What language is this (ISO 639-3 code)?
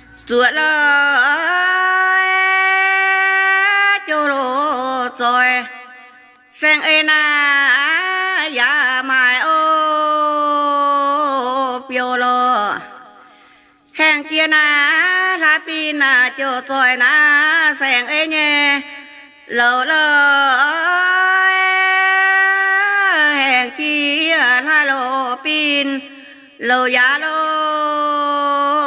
vie